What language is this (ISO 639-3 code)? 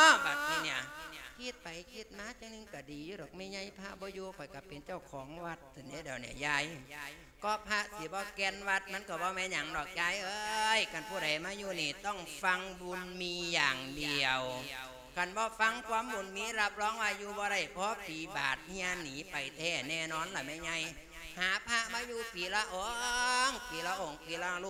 lao